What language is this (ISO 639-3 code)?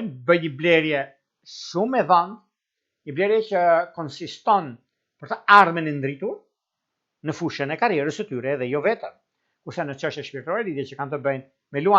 sqi